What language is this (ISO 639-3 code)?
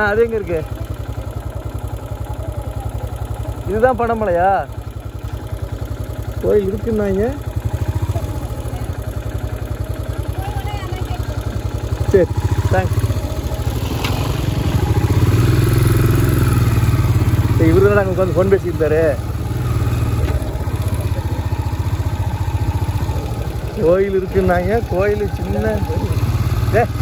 tam